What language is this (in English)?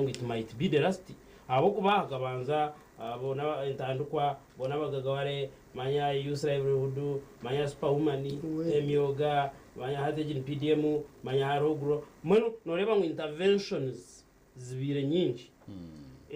Nyankole